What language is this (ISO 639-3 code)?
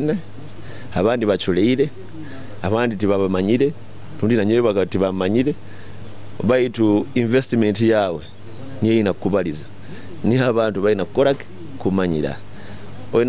nyo